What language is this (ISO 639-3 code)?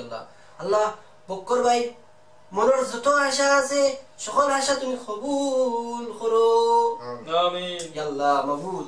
syl